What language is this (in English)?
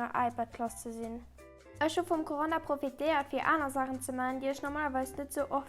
Luxembourgish